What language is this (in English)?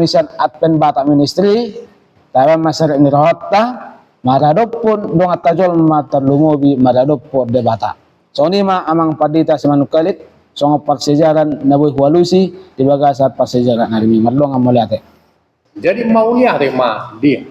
Batak Toba